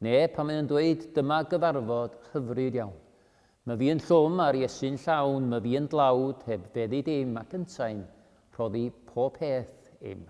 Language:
Welsh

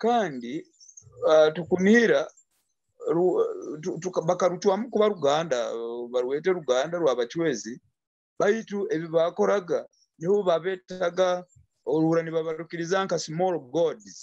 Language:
Nyoro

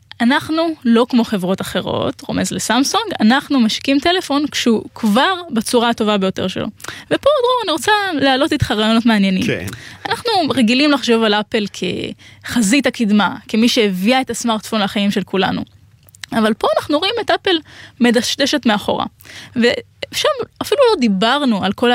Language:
Hebrew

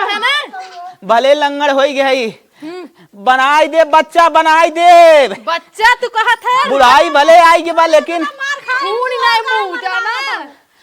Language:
Awadhi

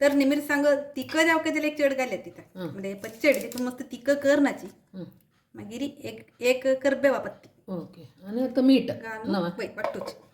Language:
Konkani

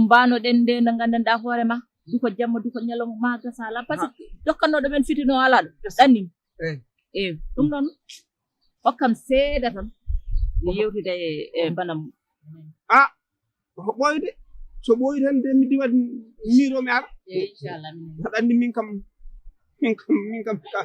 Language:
Fula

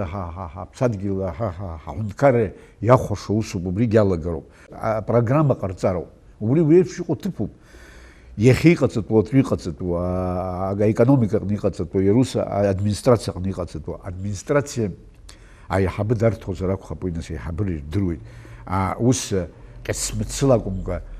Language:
Abkhazian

